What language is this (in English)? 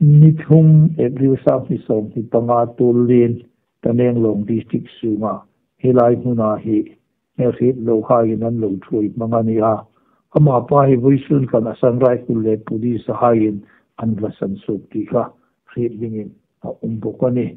Hmar